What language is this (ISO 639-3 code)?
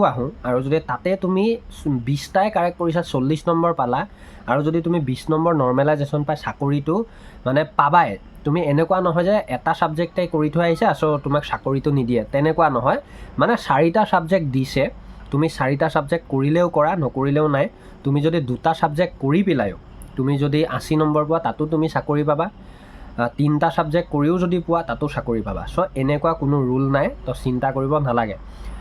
asm